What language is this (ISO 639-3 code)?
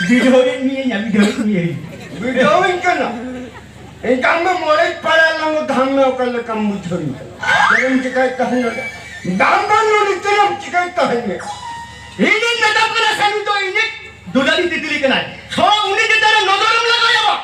sat